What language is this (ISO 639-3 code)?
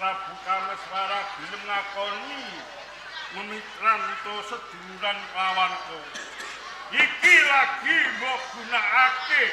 jav